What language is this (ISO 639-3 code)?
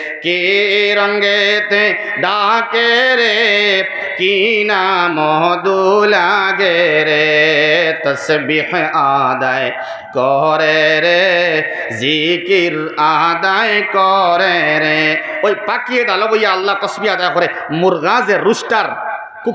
syl